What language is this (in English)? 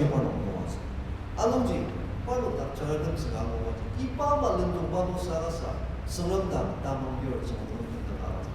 Ao Naga